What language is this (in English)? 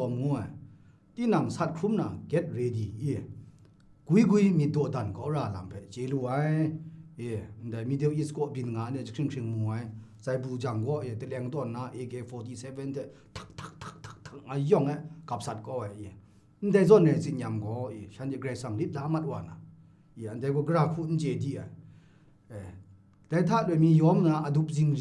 Kachin